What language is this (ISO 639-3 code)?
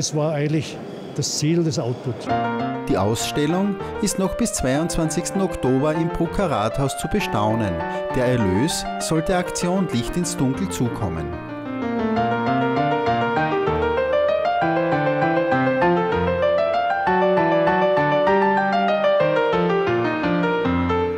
deu